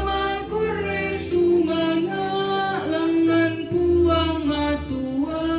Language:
Toraja-Sa'dan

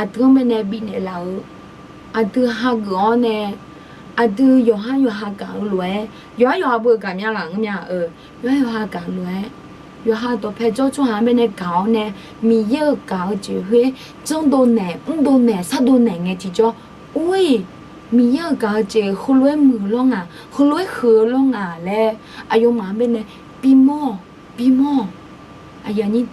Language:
Akha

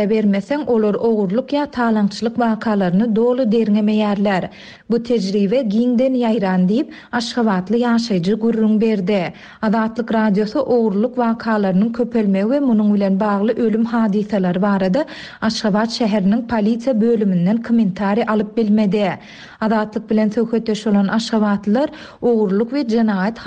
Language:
Turkmen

